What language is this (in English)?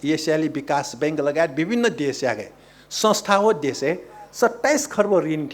Newari